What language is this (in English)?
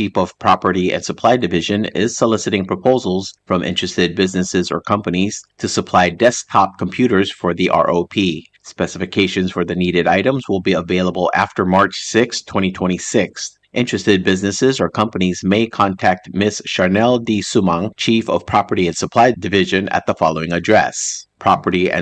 Palauan